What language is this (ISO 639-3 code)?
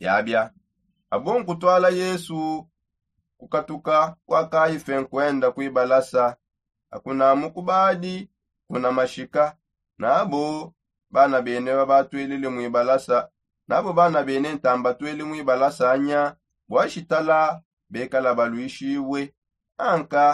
sop